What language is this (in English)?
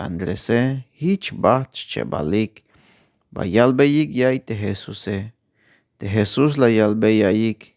Tzeltal